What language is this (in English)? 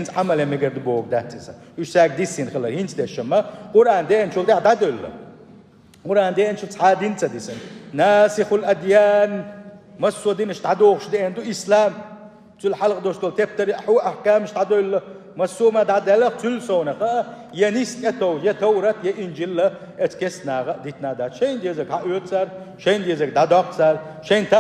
Chechen